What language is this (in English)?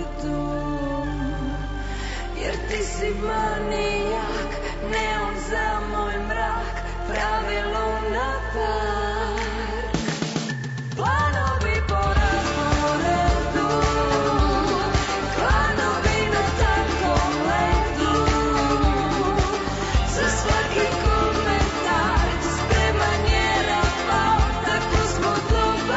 Serbian